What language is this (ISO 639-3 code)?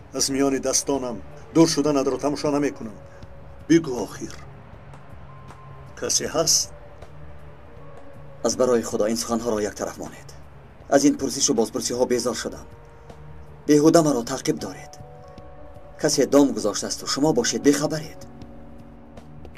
tgk